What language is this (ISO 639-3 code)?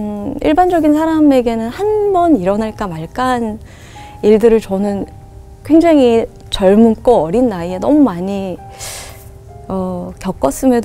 kor